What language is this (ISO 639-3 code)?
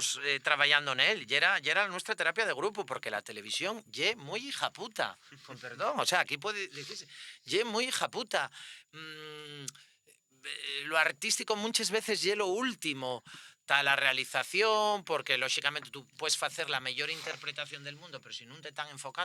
ast